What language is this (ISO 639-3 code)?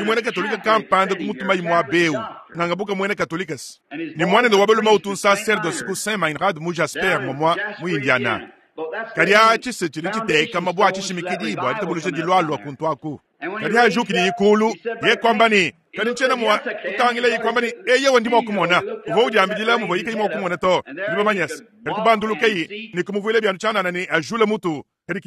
lua